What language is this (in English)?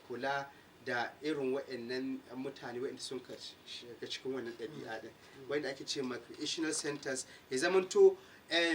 Hausa